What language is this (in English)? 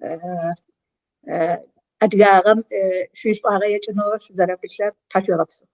Adyghe